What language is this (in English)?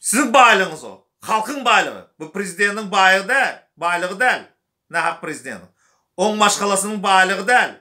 Turkmen